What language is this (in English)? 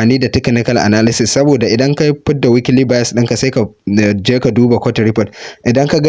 Hausa